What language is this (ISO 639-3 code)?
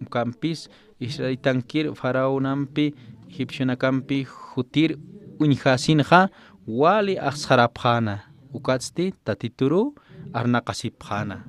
aym